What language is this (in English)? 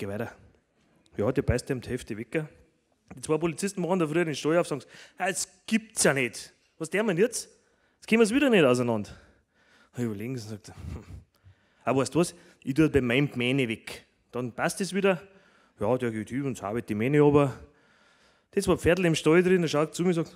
Bavarian